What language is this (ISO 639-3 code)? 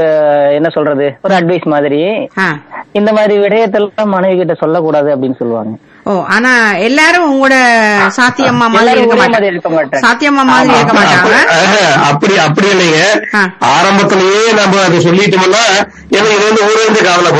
tam